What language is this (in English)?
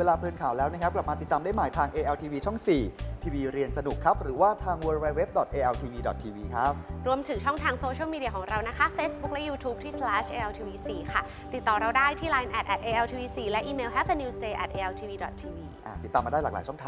Thai